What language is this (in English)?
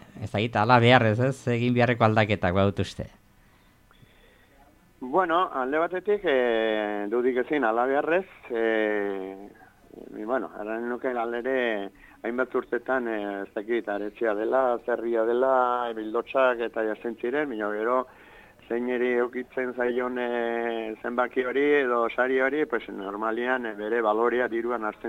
Basque